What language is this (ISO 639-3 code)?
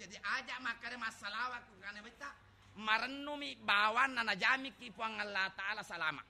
bug